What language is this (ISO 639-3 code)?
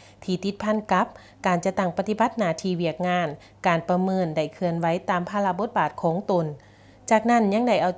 lao